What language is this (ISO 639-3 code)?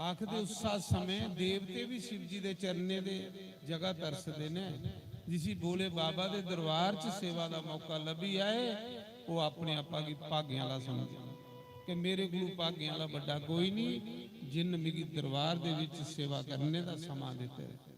doi